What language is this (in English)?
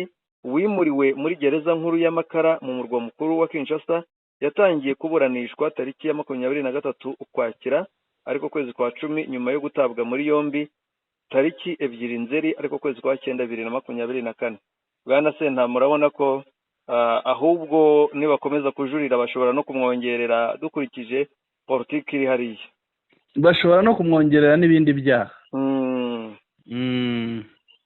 Kinyarwanda